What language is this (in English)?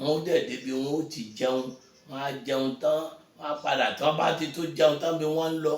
Yoruba